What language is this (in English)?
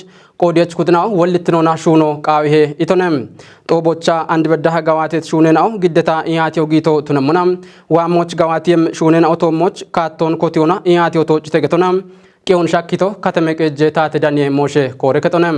Kafa